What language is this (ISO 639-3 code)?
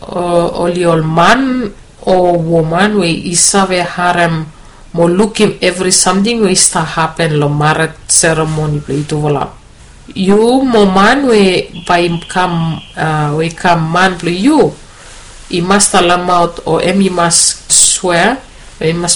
bis